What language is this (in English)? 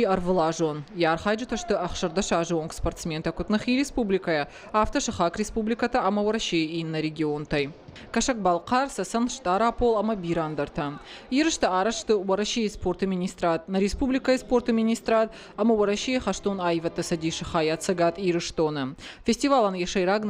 Ossetic